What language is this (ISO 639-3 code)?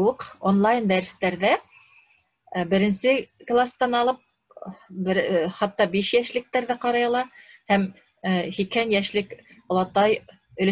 bak